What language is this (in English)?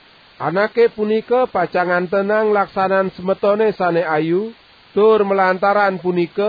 Balinese